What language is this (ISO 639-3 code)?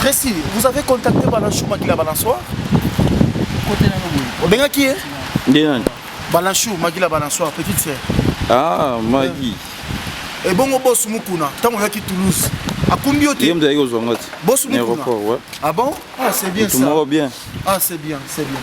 lin